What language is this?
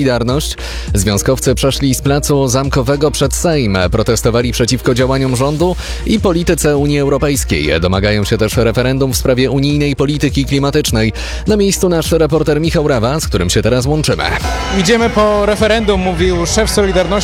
Polish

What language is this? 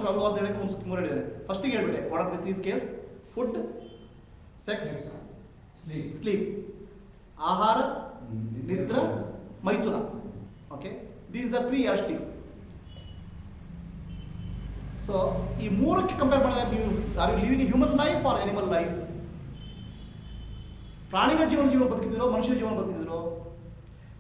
Kannada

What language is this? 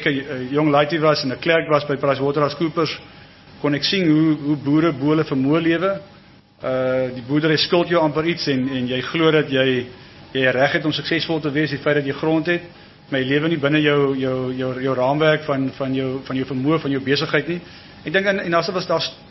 Afrikaans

